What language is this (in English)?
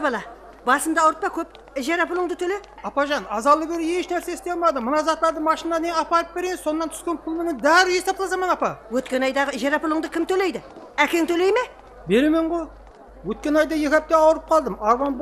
Kara-Kalpak